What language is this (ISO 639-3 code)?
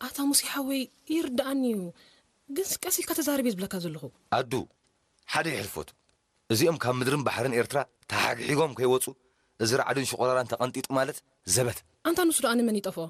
tir